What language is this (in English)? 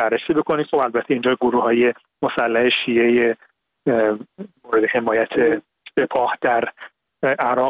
Persian